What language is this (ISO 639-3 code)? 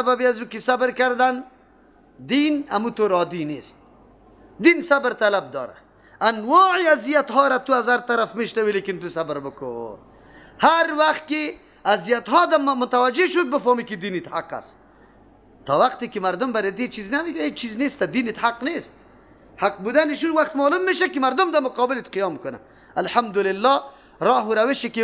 fas